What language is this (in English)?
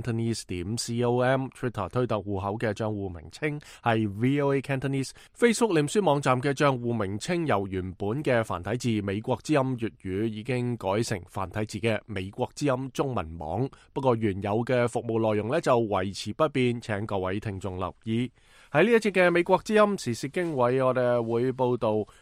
Cantonese